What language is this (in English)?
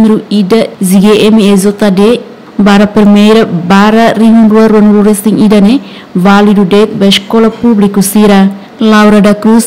Tetum